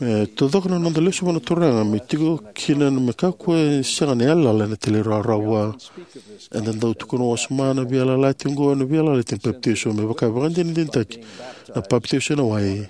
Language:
Fijian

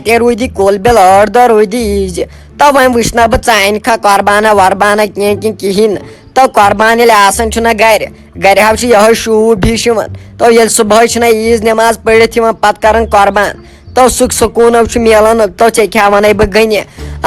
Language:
Kashmiri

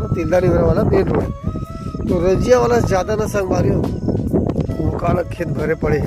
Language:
Chhattisgarhi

